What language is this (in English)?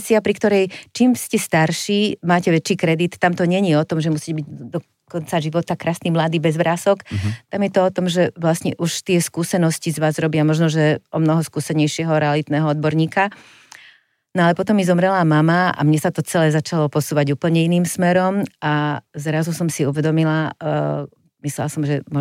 Slovak